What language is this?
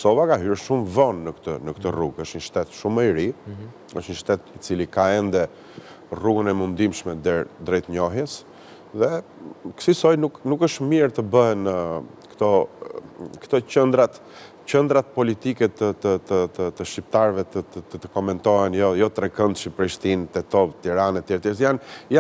Albanian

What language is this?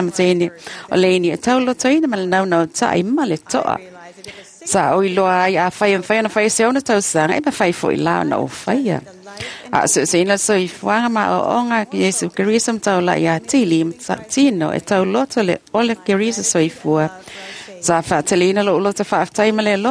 Samoan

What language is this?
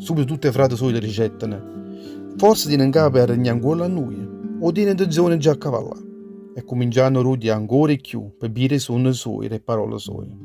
Neapolitan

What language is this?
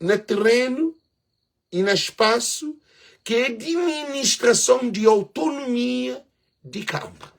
Kabuverdianu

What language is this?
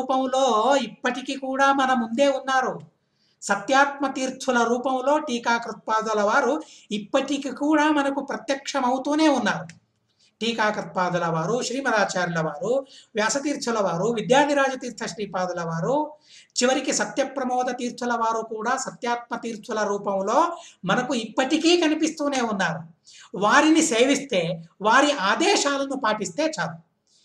Telugu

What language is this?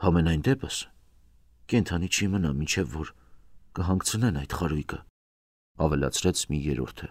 Armenian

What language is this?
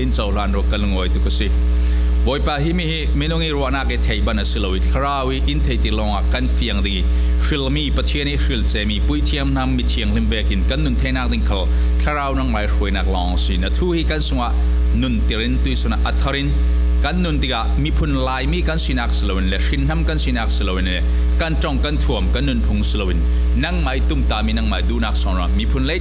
Falam Chin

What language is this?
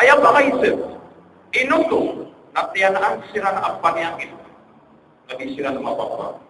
Maranao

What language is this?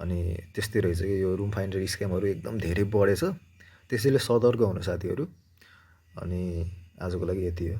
Nepali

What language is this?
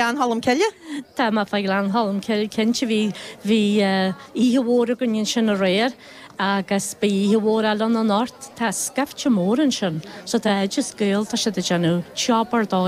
Irish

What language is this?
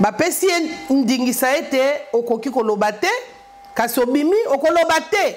Lingala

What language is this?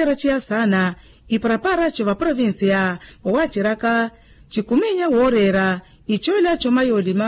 Makhuwa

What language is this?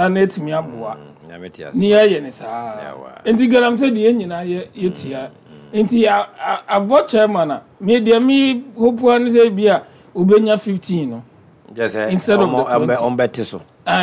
Akan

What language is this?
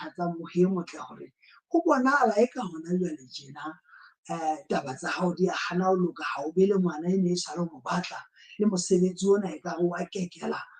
Southern Sotho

